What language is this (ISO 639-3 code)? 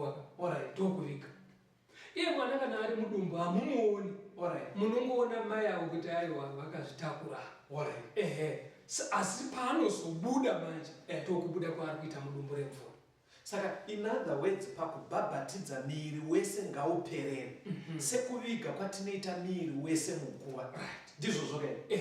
sna